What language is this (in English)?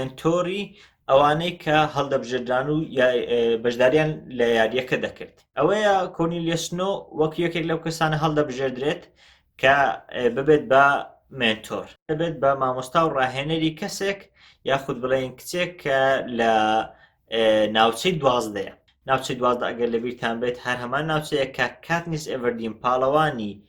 Central Kurdish